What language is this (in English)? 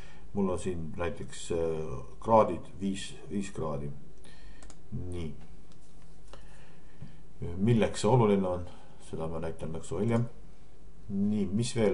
Estonian